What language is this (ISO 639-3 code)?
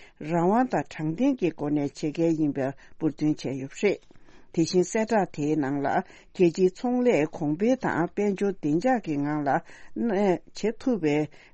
bod